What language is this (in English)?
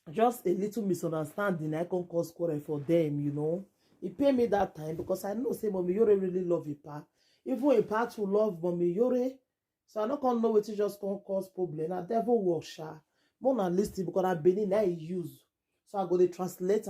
Nigerian Pidgin